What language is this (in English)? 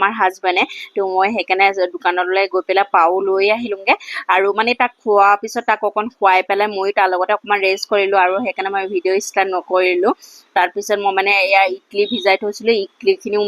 Assamese